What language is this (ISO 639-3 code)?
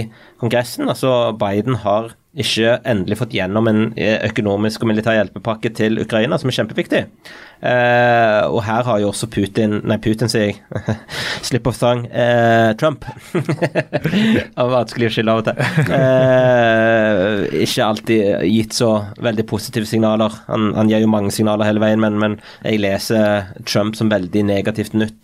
nor